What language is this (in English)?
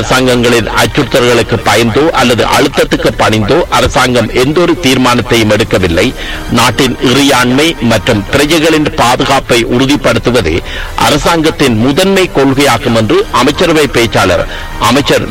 Tamil